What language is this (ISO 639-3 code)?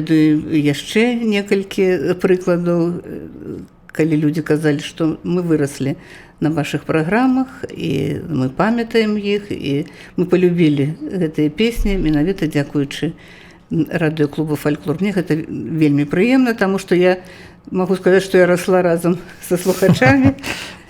bel